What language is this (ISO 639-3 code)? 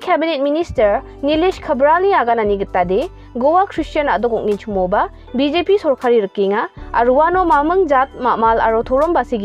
grt